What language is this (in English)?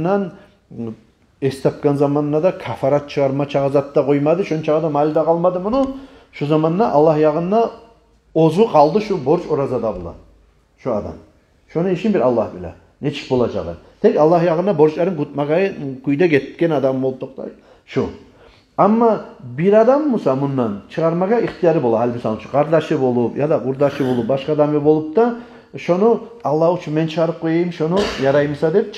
Kumyk